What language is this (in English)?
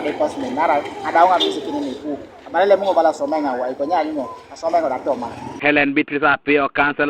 Teso